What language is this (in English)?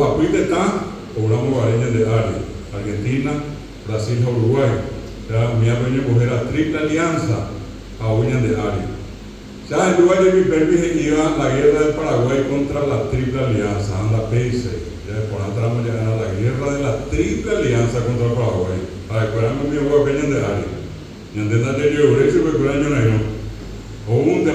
Guarani